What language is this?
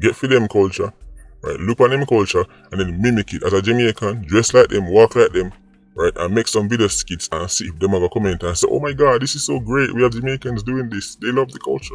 Jamaican Creole English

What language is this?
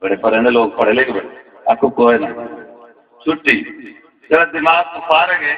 Saraiki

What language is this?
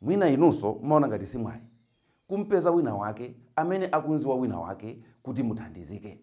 Nyanja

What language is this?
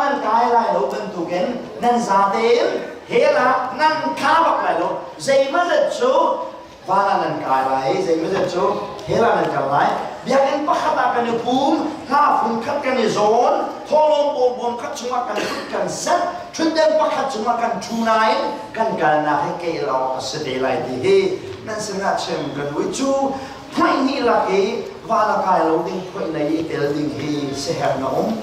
Hakha Chin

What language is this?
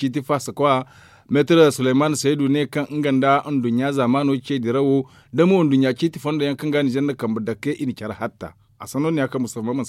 Zarma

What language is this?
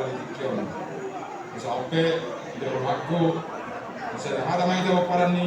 Batak Toba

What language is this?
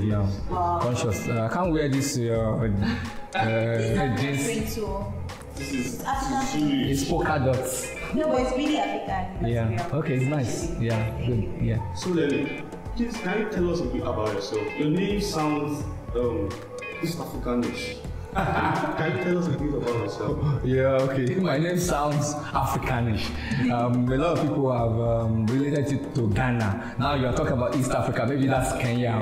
English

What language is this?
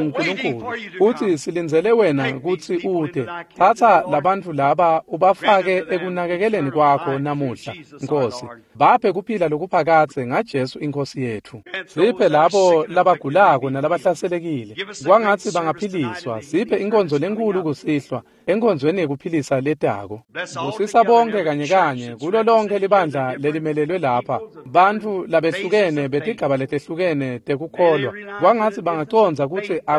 Swati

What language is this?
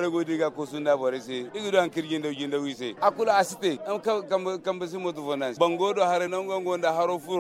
Zarma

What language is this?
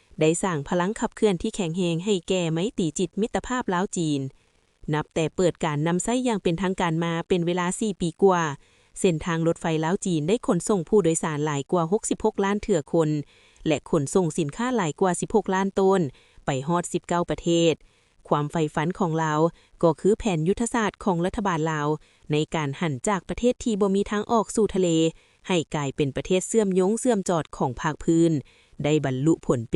Lao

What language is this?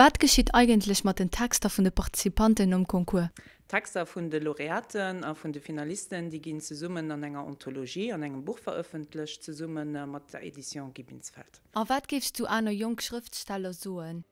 Luxembourgish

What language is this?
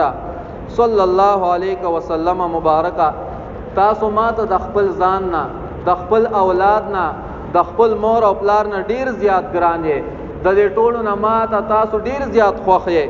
Pashto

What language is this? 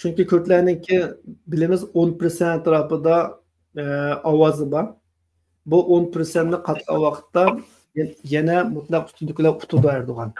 Uyghur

